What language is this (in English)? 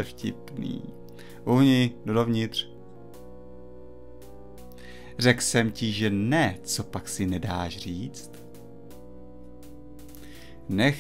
Czech